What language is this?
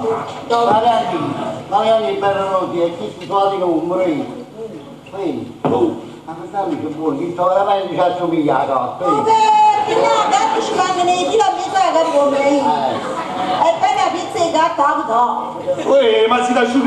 Neapolitan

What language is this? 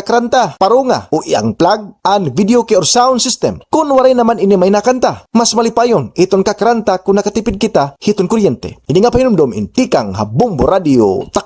Waray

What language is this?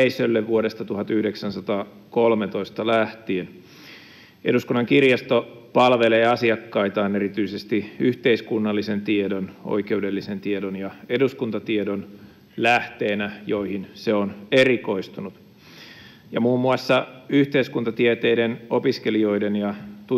Finnish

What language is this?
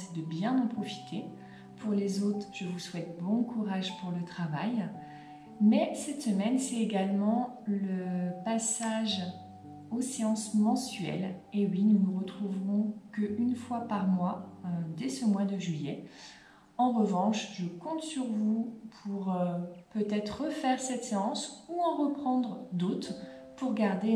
French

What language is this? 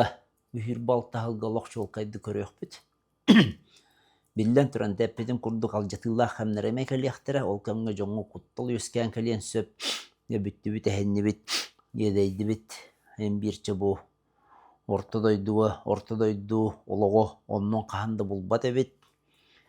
Yakut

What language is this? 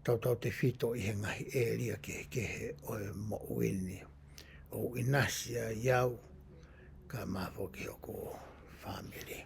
Tongan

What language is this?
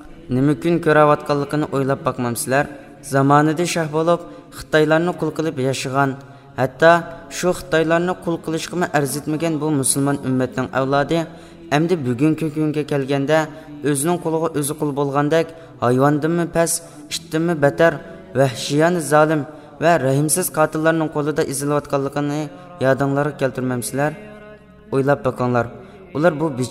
Uyghur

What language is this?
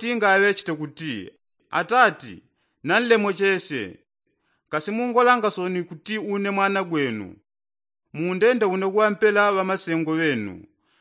Yao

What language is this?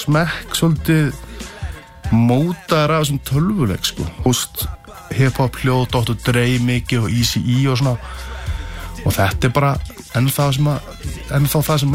Icelandic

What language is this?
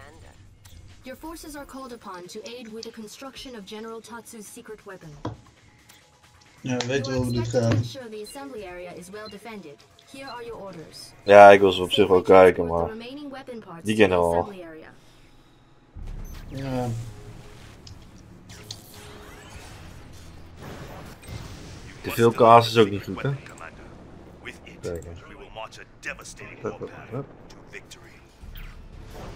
Dutch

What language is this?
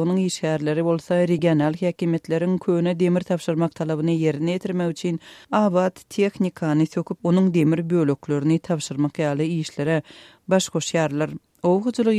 Turkmen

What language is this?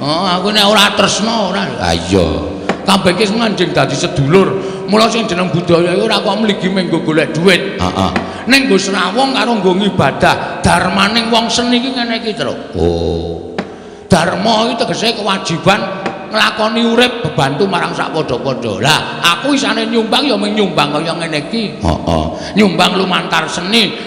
Javanese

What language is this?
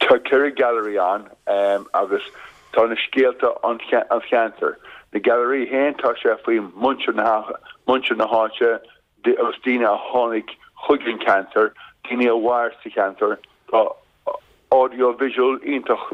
Irish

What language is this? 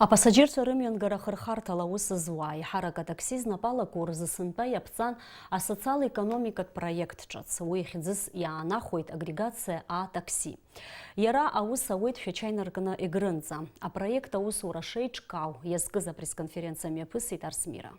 Abkhazian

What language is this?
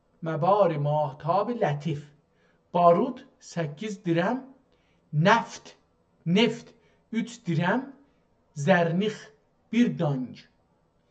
South Azerbaijani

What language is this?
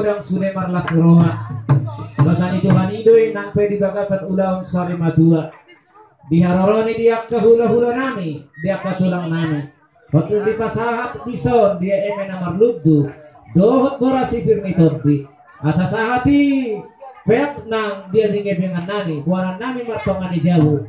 Batak Toba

